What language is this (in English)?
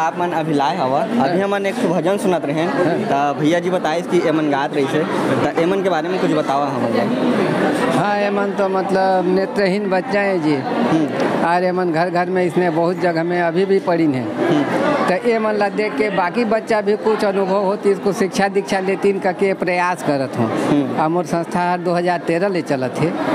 Chhattisgarhi